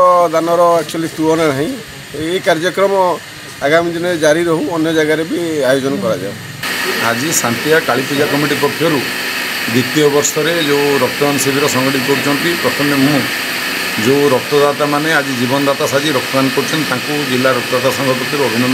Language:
Odia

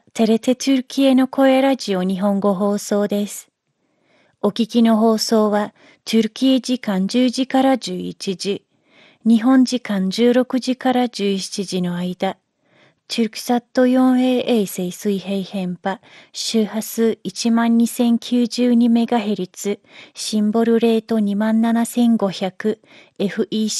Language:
Japanese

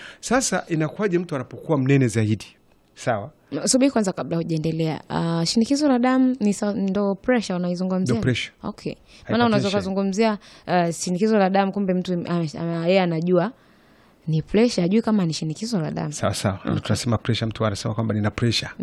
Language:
Swahili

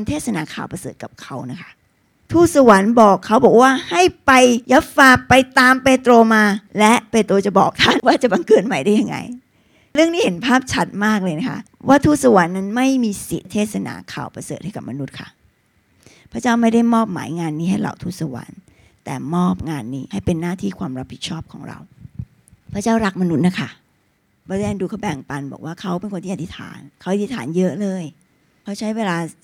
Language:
Thai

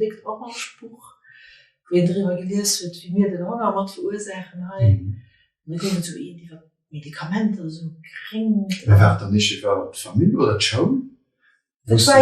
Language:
Luxembourgish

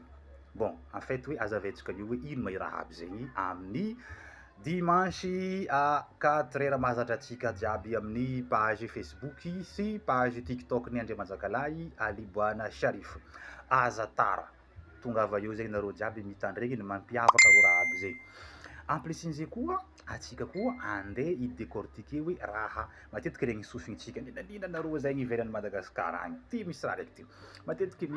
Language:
Malagasy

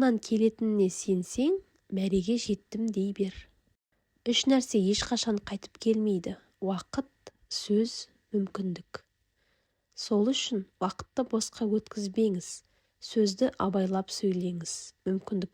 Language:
Kazakh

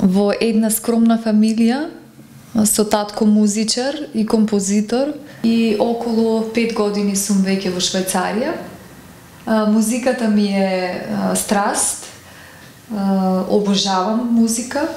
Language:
Macedonian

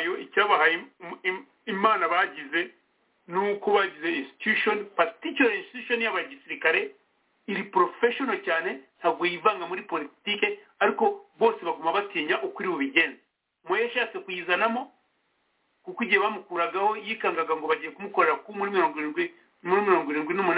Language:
Kinyarwanda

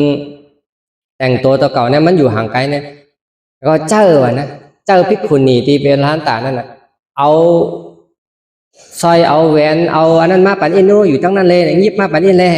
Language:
Shan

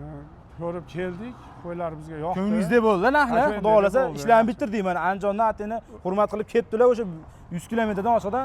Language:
Uzbek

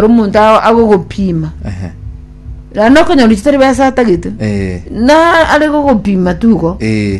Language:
Gusii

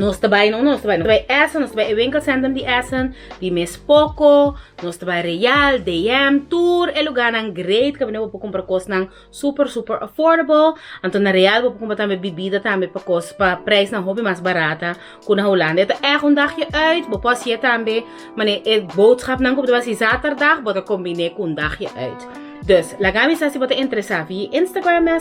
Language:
Papiamento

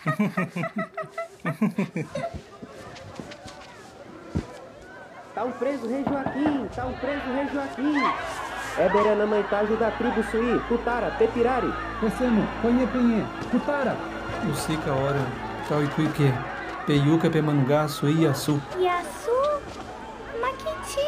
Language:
Nheengatu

